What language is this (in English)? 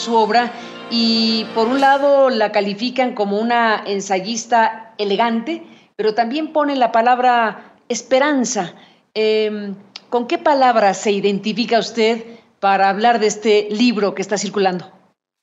Spanish